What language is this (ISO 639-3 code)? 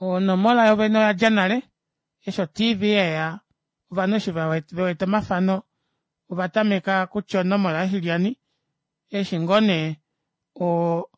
kua